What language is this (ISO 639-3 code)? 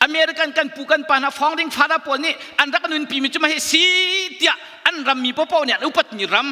cnh